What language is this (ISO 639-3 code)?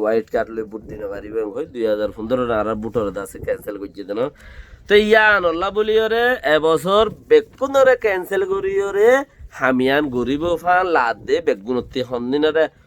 rhg